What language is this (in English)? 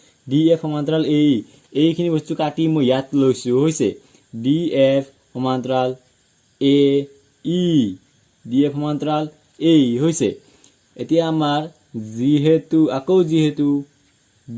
Assamese